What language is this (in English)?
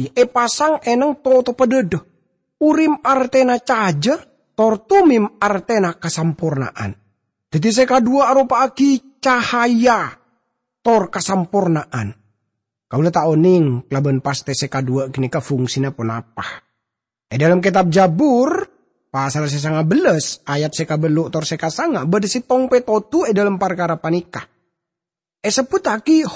Madurese